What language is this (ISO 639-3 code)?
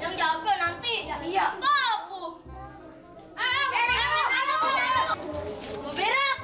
bew